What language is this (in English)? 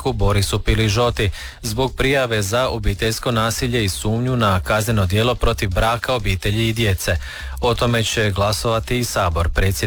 Croatian